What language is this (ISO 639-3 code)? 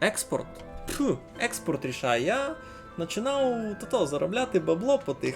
rue